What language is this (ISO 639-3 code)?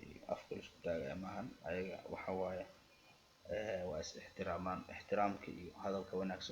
som